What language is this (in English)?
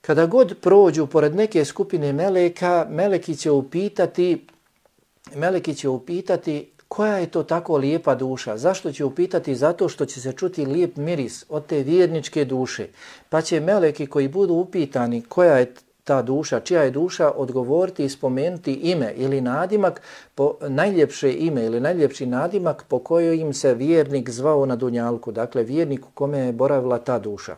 Bosnian